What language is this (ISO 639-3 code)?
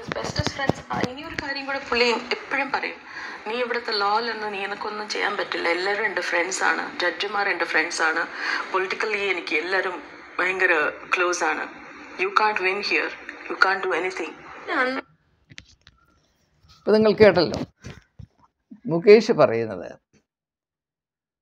mal